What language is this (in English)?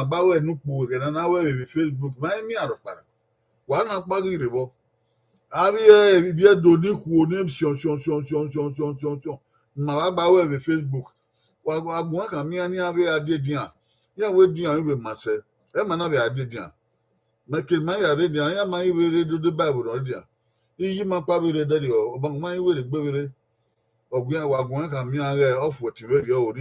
Bini